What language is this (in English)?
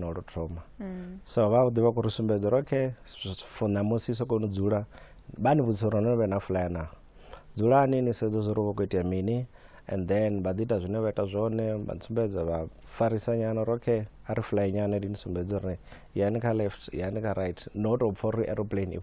Venda